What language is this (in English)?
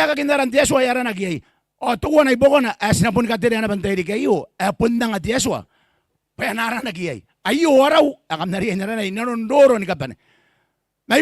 Gilbertese